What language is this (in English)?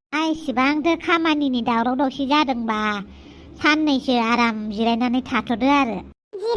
Bodo